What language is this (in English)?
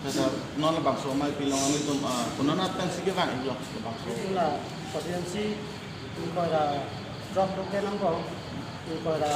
Karbi